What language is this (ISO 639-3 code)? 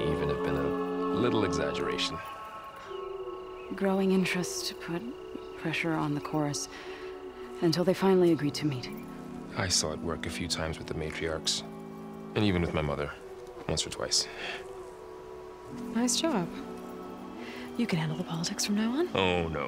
eng